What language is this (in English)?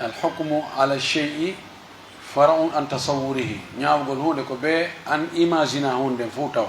Pular